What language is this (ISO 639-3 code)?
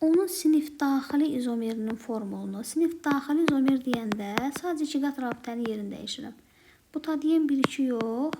aze